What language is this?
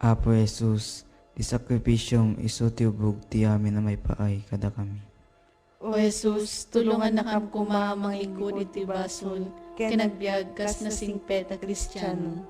Iloko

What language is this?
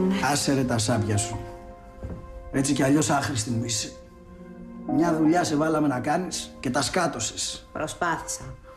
Greek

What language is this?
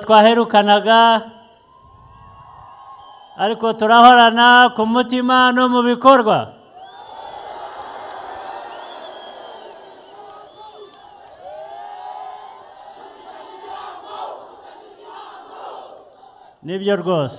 Kinyarwanda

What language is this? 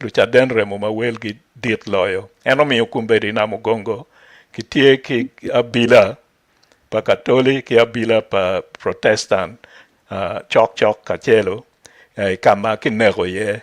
Acoli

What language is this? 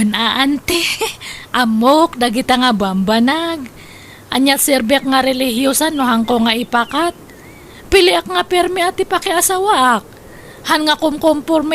Iloko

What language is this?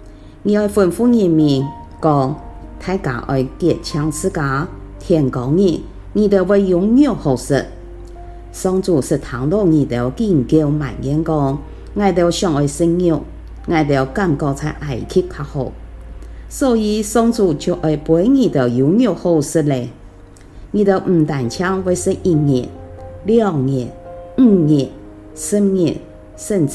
Hakka Chinese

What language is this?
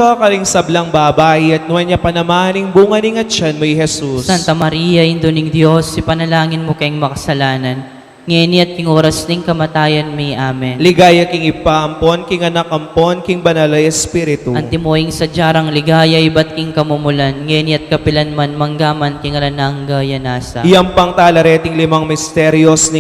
Pampanga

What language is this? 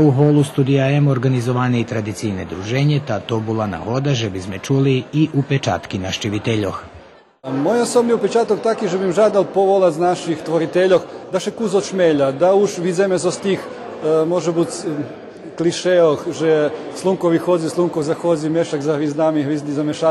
Rusyn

